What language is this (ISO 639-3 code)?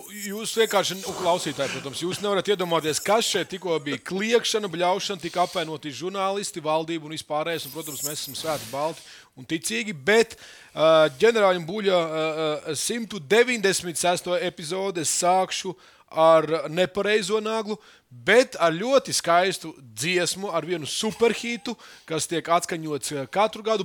lav